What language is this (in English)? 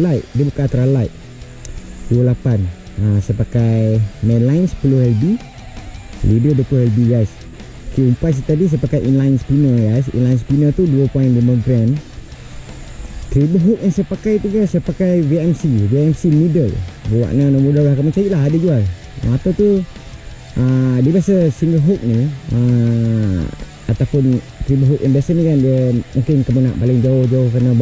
Malay